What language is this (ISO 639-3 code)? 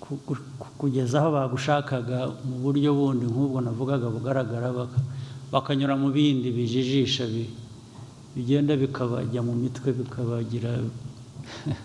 kin